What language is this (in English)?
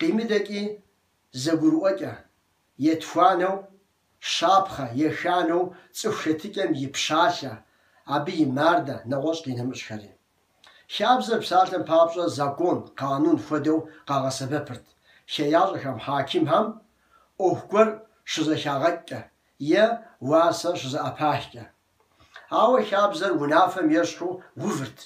Kabardian